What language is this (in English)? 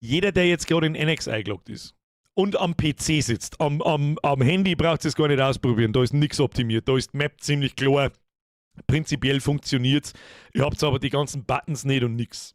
Bavarian